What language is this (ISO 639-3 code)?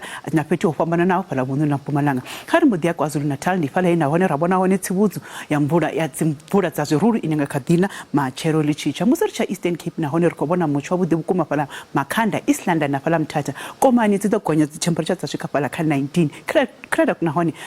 ven